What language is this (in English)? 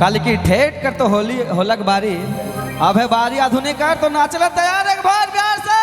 Sadri